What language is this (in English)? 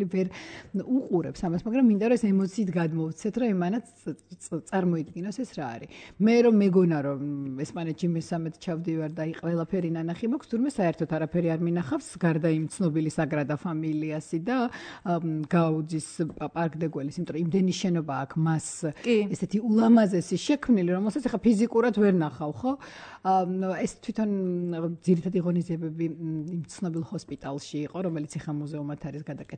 Georgian